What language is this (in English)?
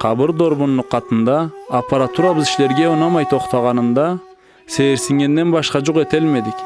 Karachay-Balkar